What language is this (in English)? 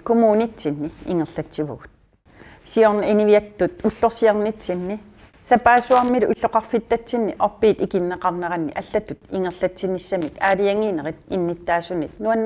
Kalaallisut